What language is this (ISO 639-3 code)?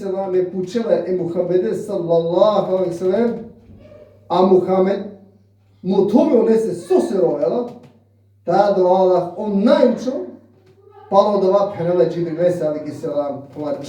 rmn